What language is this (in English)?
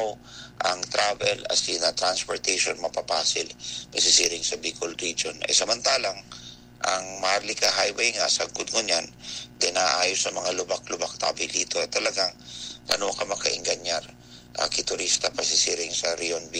Bikol